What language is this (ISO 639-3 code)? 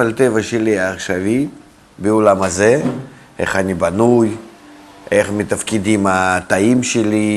heb